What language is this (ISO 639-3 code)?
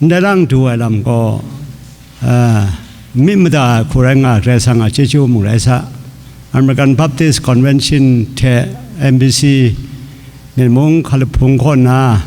kac